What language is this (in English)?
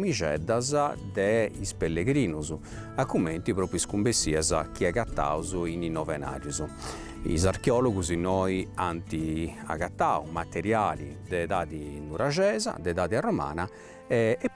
Sardinian